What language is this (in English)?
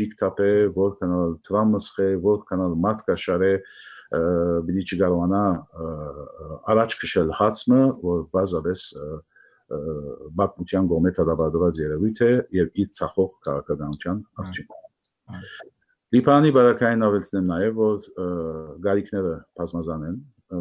Armenian